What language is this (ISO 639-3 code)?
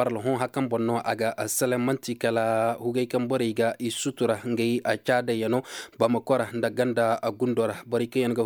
ses